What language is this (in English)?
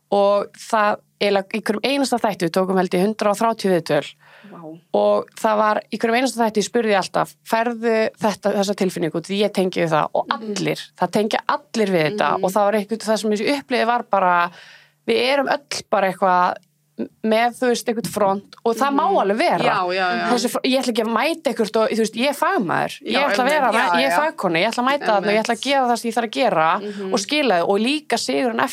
Icelandic